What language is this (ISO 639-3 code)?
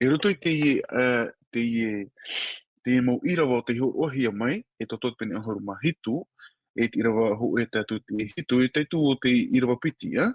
tah